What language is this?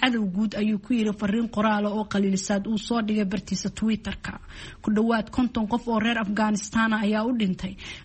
Somali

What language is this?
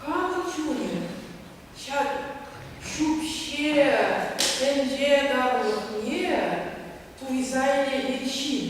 Chuvash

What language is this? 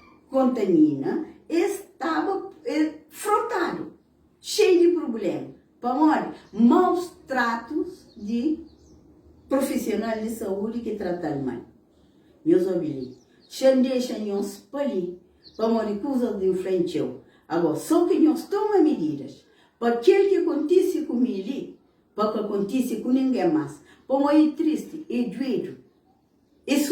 Kabuverdianu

